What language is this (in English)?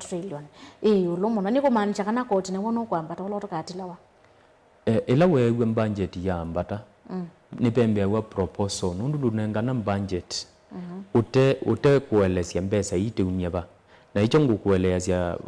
Kamba